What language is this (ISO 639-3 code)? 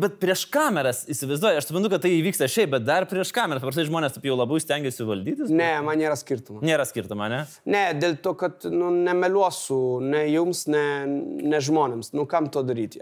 lit